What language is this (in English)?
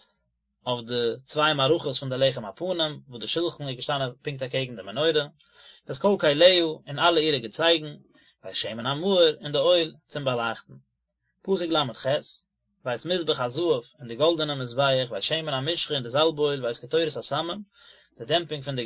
Yiddish